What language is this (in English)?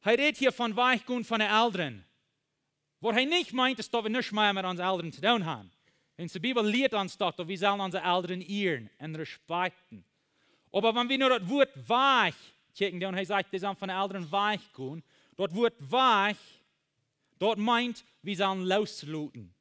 Plautdietsch